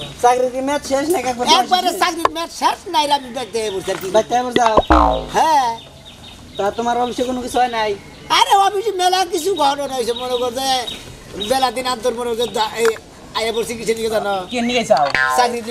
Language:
Bangla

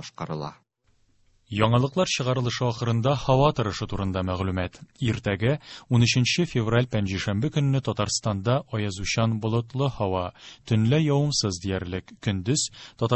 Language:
Tatar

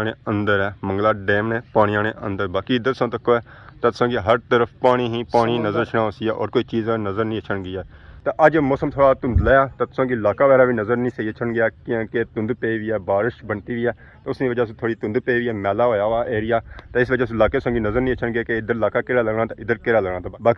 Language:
Pahari-Potwari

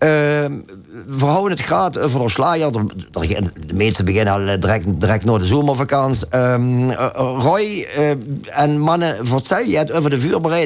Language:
Limburgish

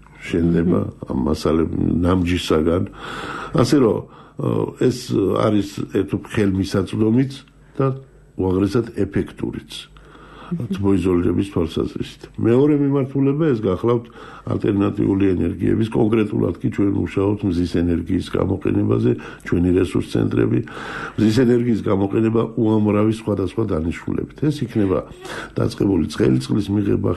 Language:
Georgian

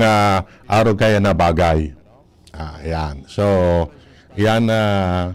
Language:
Bikol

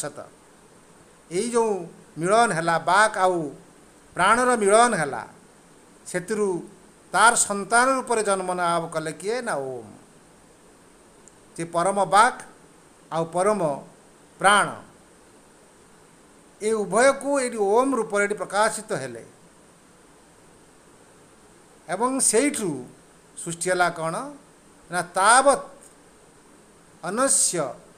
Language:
Odia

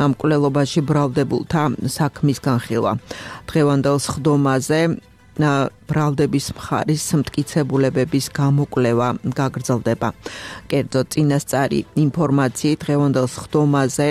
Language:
Georgian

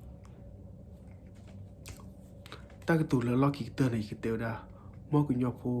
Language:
S'gaw Karen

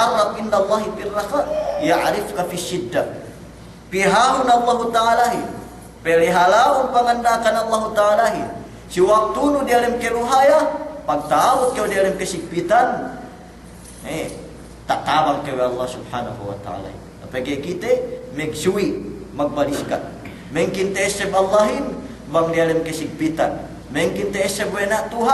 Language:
Yakan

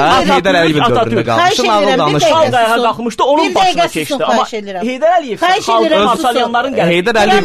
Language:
Azerbaijani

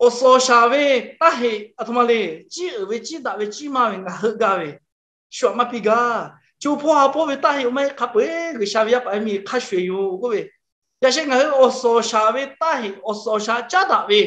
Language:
Lahu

